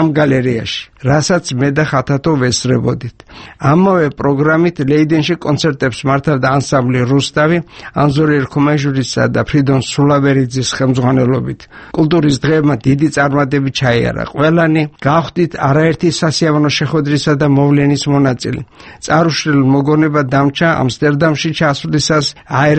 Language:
Georgian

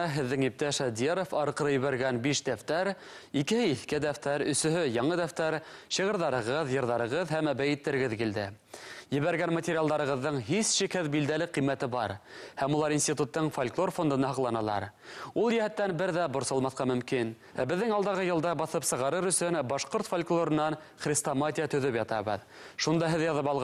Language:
Bashkir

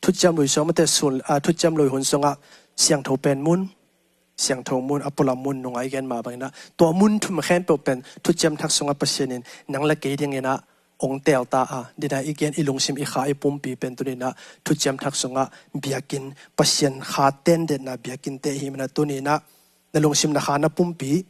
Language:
Tedim Chin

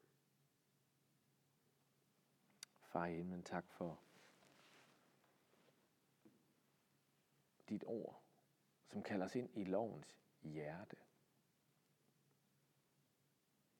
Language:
Danish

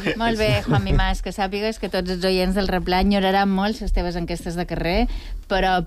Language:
Catalan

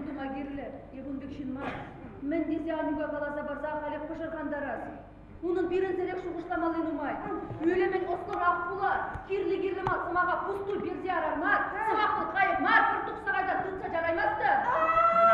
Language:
Chuvash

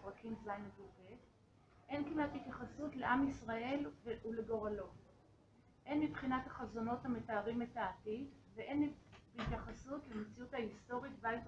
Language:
Hebrew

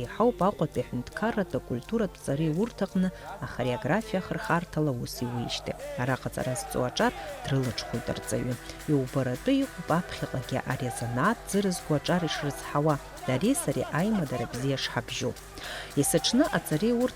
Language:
Abkhazian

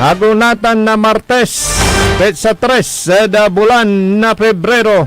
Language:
Pangasinan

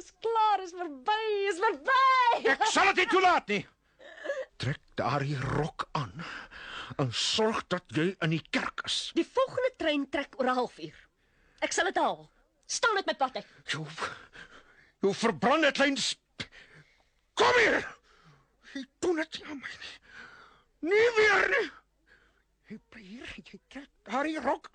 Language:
Afrikaans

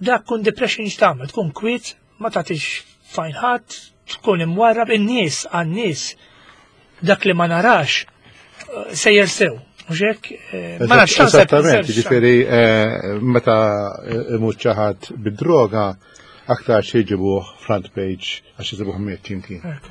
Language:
Maltese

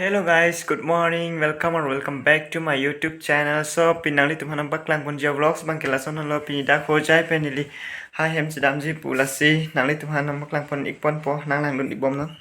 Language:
Karbi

